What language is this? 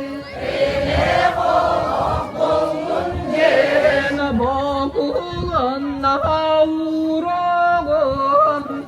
Yakut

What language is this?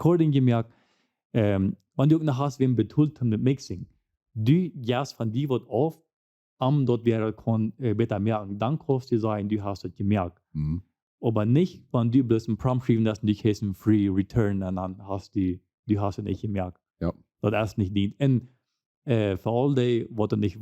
Plautdietsch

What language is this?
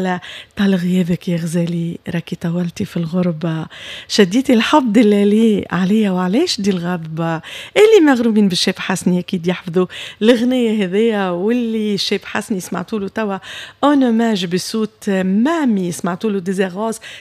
Tunisian Arabic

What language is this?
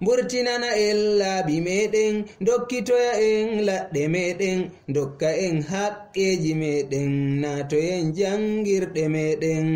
Fula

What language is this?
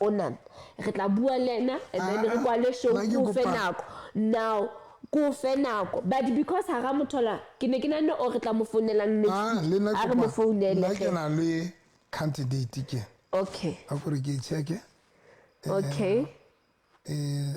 Southern Sotho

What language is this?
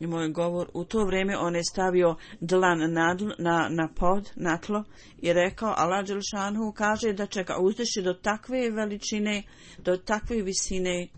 Bosnian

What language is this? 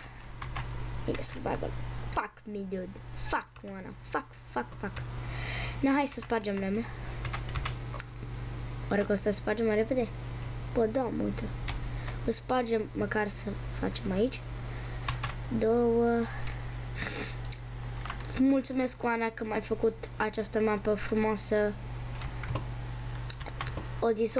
Romanian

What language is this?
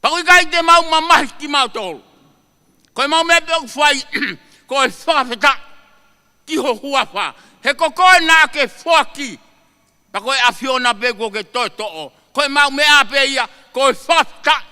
Tongan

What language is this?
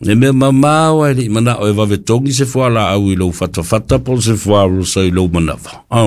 Samoan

